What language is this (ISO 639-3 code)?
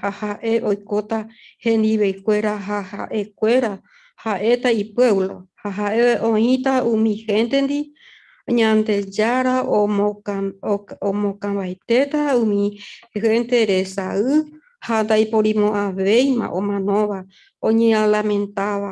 grn